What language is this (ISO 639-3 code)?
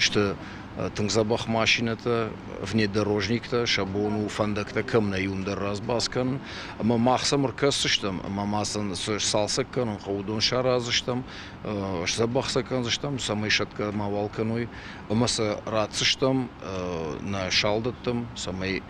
oss